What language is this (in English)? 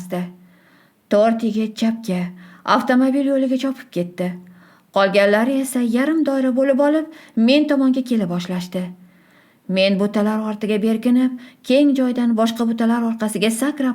Uzbek